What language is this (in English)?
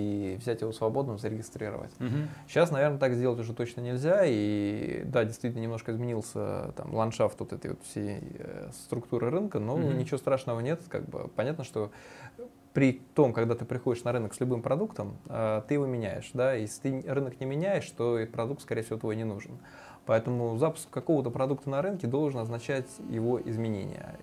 Russian